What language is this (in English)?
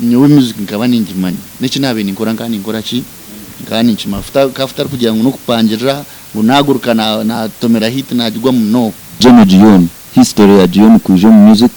Nyankole